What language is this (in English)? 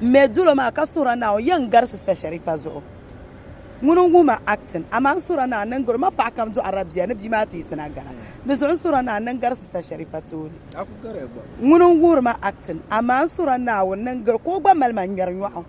Dagbani